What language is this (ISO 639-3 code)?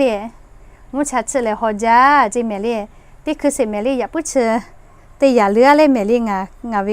lhu